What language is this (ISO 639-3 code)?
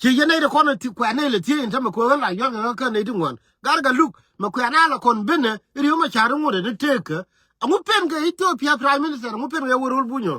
nus